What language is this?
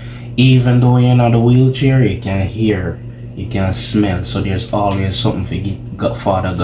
Jamaican Creole English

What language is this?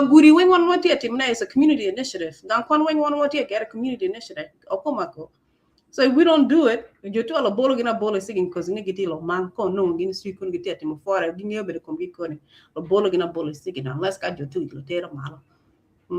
Acoli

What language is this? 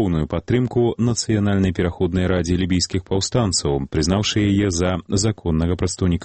Belarusian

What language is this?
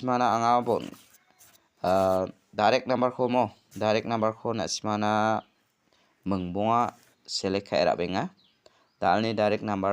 Garo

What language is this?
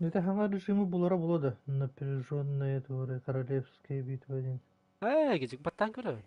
Yakut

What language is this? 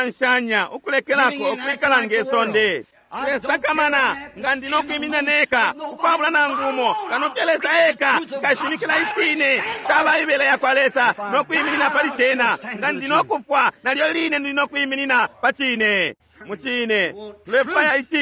Bemba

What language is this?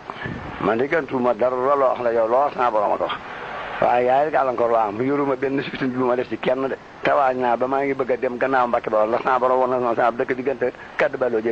Wolof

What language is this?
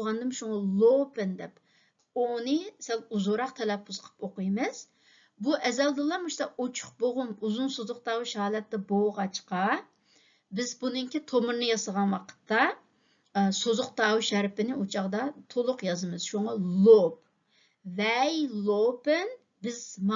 Uyghur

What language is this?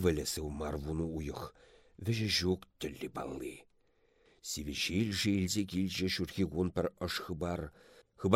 Chuvash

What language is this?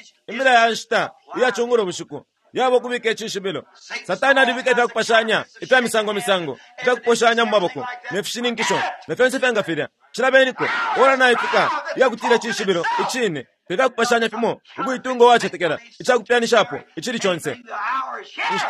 Bemba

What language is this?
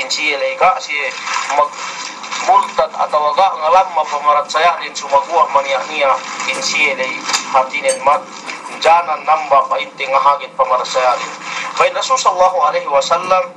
Yakan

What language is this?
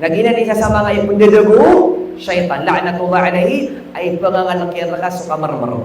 Maranao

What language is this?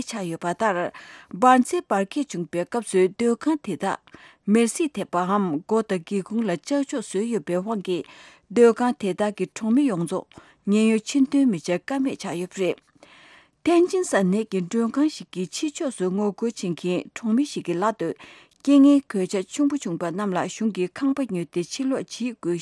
Tibetan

